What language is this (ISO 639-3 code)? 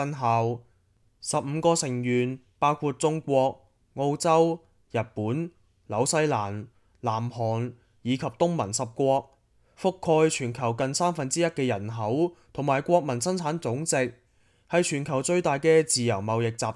yue